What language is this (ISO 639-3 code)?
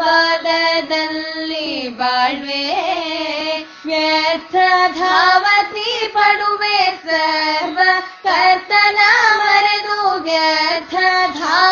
kan